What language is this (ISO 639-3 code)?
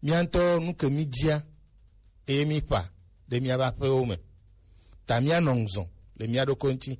gej